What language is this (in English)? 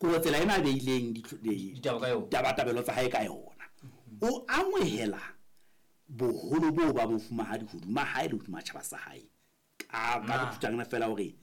Southern Sotho